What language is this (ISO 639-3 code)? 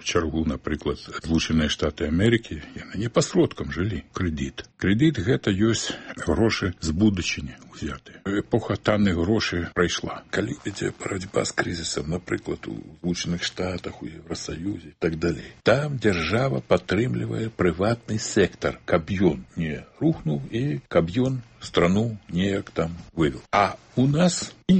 bel